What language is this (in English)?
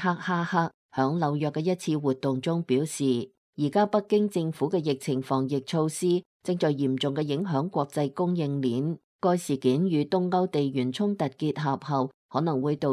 Cantonese